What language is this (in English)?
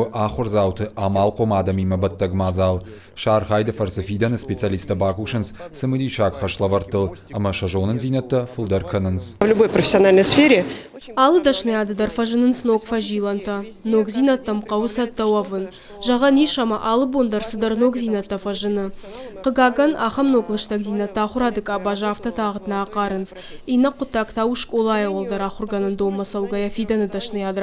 Ossetic